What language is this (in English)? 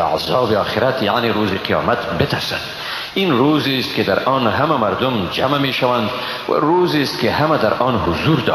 Persian